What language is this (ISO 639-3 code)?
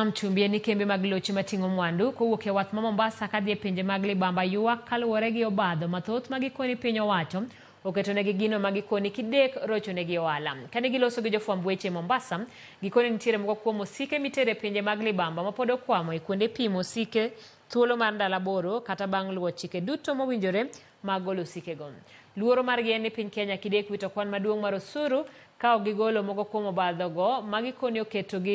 luo